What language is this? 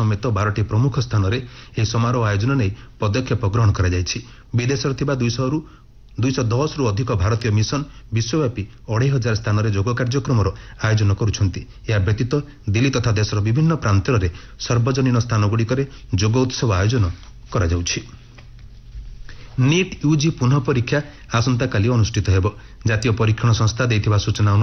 Odia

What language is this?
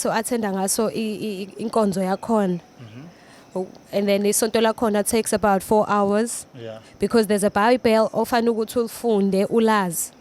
Zulu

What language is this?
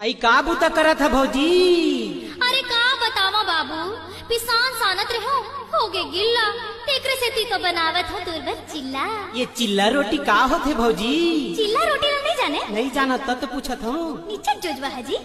Chhattisgarhi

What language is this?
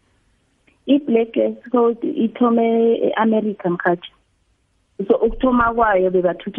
South Ndebele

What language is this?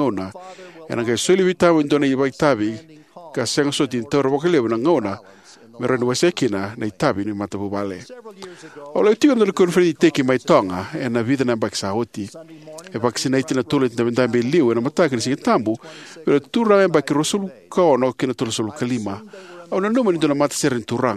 Fijian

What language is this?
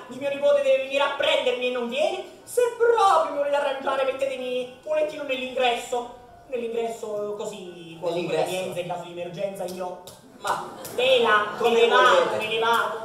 Italian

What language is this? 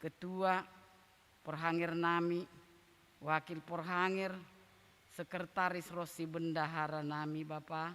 Batak Simalungun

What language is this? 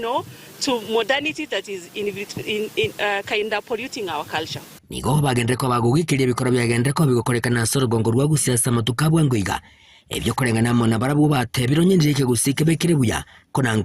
Gusii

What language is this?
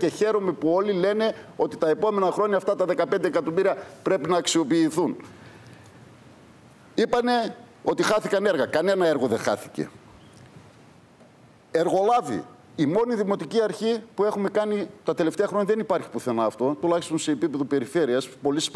Greek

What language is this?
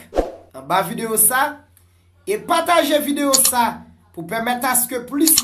Haitian Creole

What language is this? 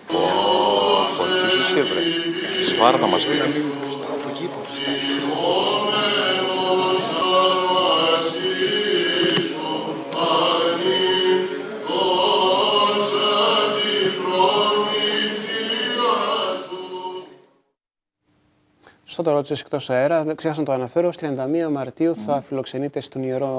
Greek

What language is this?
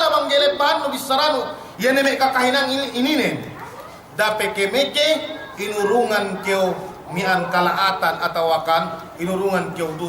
Yakan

